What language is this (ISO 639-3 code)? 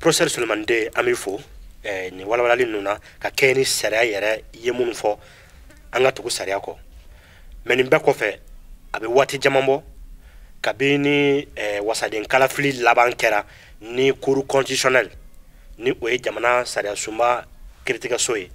bam